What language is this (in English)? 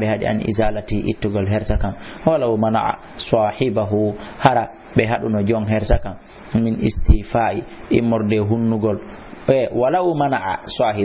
Fula